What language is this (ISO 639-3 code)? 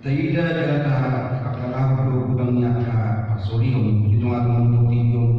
bbc